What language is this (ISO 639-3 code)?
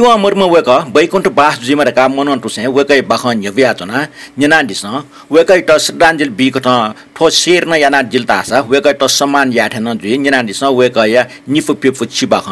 new